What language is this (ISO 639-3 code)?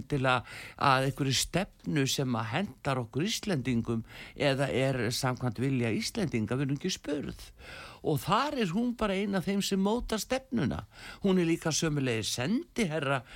isl